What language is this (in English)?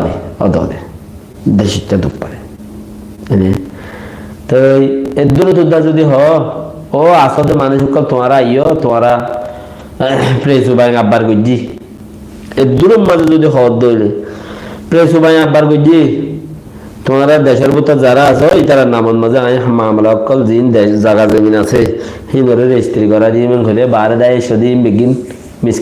Rohingya